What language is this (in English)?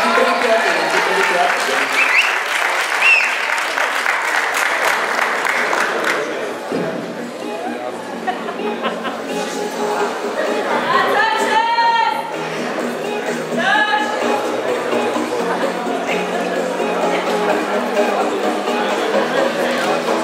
Slovak